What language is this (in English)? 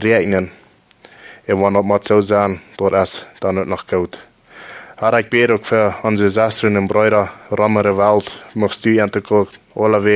Plautdietsch